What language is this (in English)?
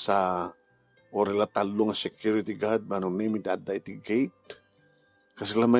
Iloko